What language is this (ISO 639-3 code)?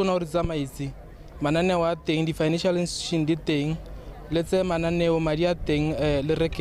tsn